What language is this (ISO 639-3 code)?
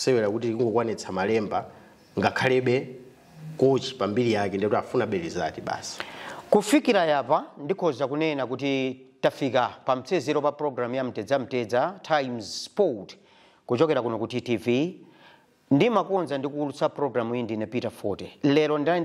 nya